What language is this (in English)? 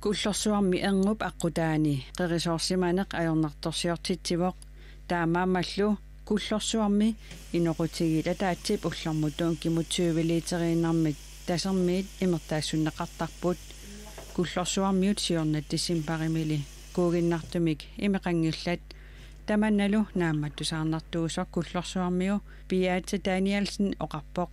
Kalaallisut